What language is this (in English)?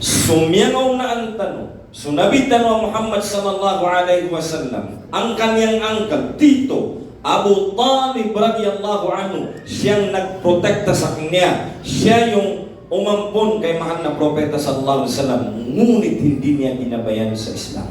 Maranao